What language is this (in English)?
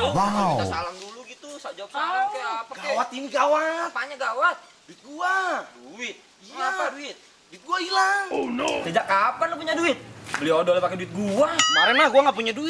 Betawi